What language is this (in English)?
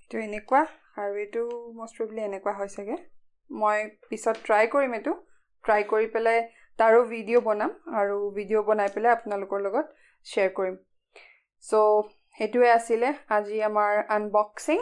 Assamese